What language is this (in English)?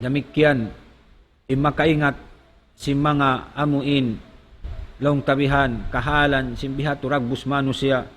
Tausug